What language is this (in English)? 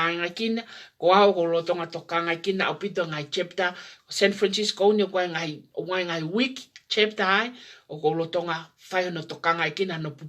Tongan